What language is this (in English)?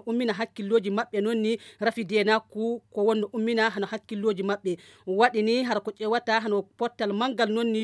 Nigerian Fulfulde